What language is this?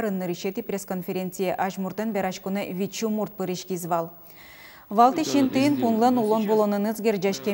Udmurt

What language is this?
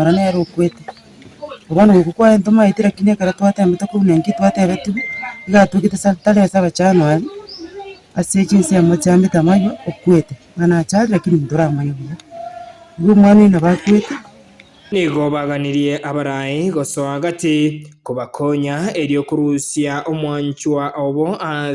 Gusii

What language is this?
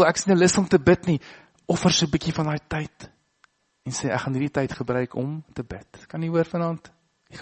Afrikaans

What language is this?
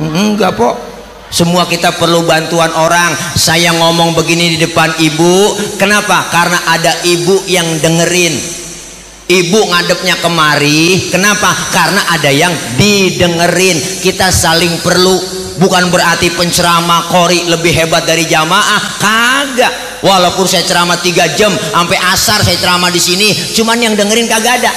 Betawi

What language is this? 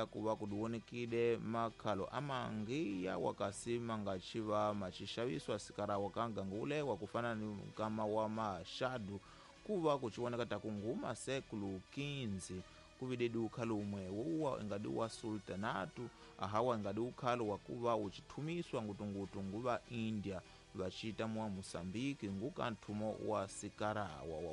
Tsonga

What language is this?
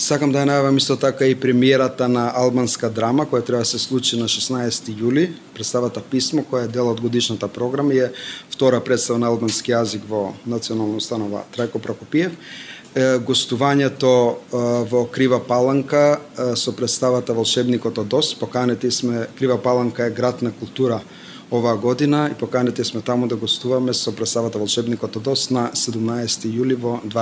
Macedonian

